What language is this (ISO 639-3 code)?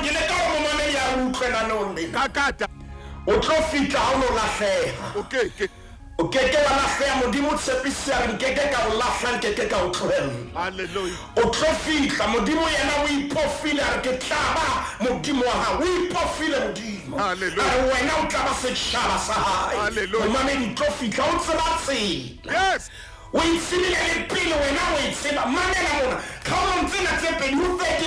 sot